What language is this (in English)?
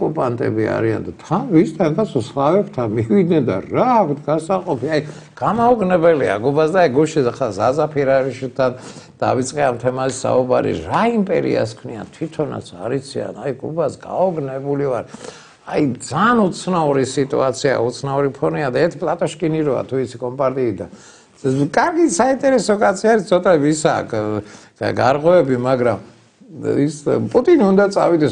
Georgian